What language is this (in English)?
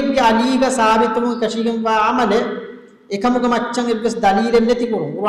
Divehi